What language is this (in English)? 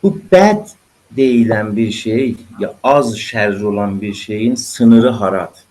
South Azerbaijani